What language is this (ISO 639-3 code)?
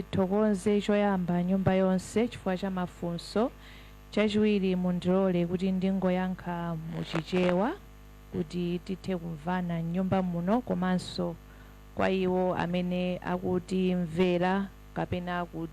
nya